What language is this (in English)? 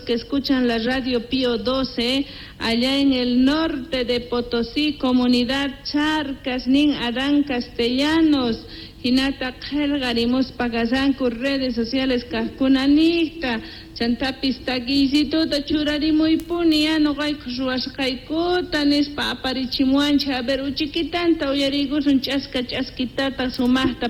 Quechua